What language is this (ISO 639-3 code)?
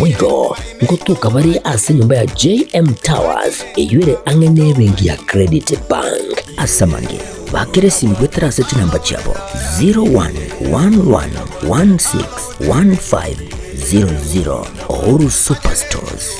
guz